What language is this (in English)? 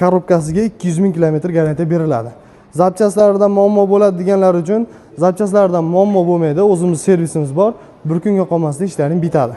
Uzbek